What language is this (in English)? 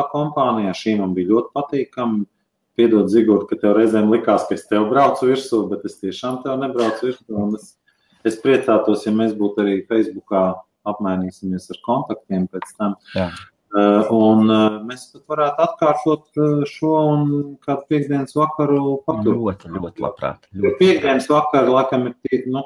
Latvian